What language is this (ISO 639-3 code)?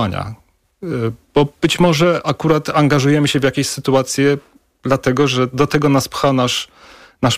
pol